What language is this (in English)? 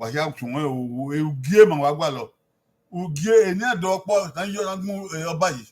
Bini